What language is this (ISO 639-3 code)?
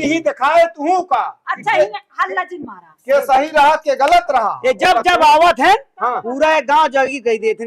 awa